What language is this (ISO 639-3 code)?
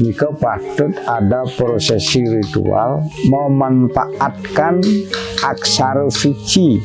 ban